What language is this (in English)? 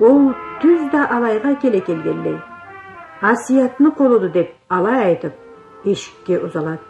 Karachay-Balkar